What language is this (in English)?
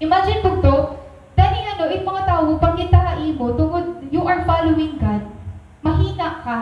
Waray